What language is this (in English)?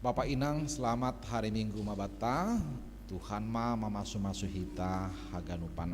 Batak Simalungun